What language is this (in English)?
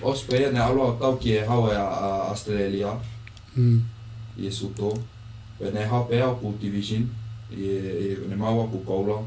Tongan